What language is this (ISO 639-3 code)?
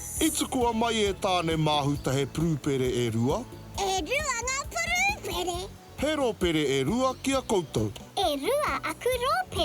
mri